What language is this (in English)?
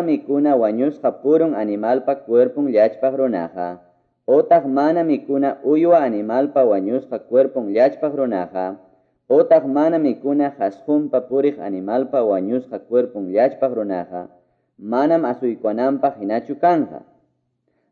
Quechua